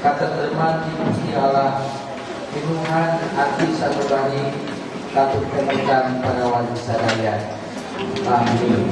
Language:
Sundanese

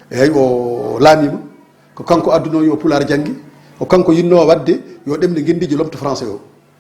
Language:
Fula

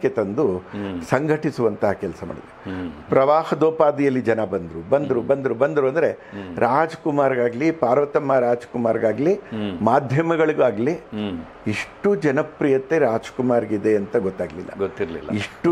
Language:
Kannada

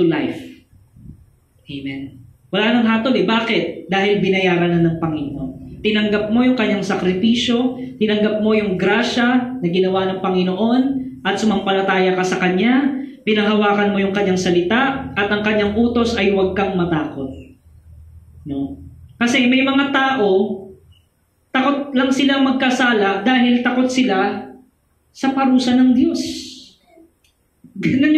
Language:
Filipino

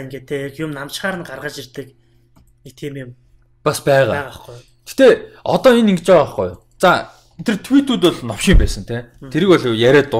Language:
Mongolian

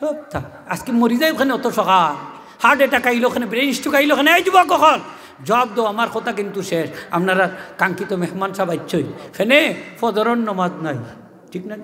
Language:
Sylheti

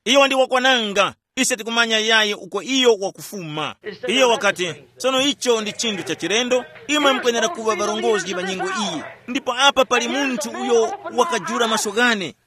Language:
Tumbuka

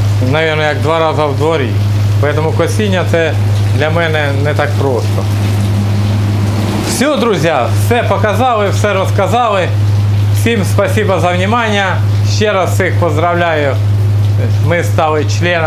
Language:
Ukrainian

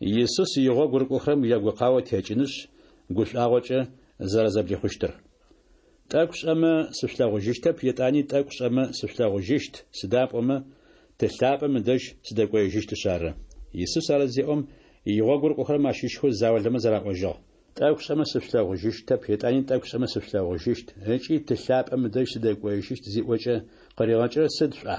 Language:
Adyghe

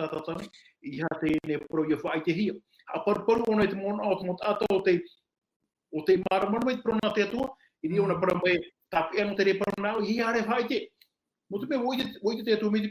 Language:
Tahitian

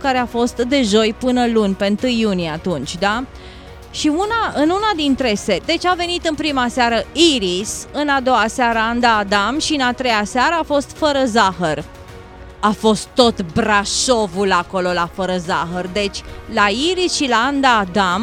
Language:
Romanian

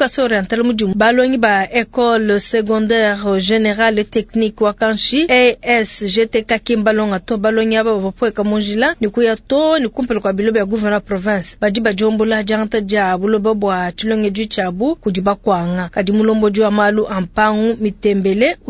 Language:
Luba-Lulua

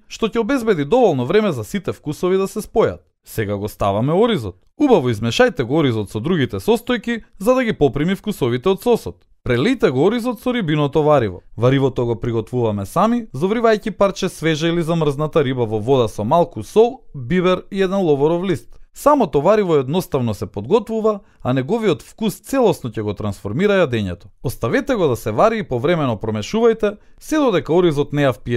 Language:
Macedonian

